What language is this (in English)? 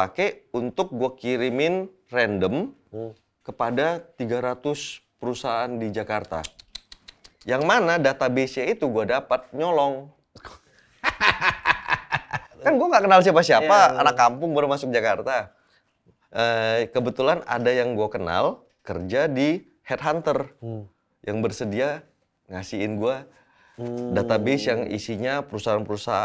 Indonesian